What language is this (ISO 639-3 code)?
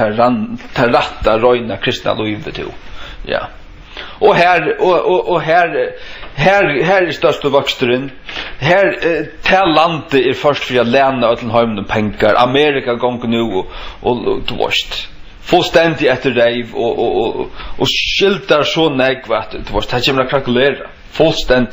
fao